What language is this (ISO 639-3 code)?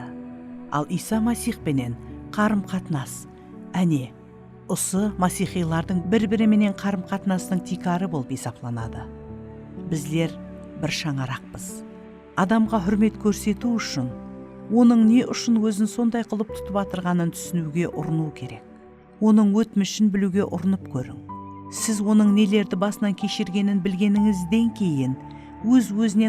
kaa